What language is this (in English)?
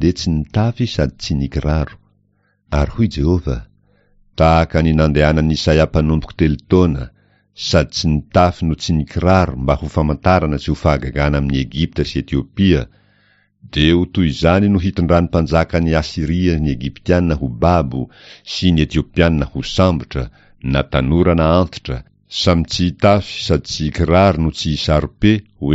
Malagasy